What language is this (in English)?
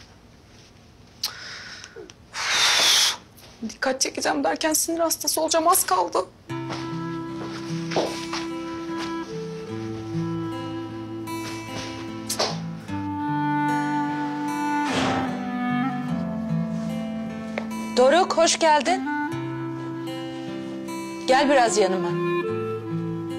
Turkish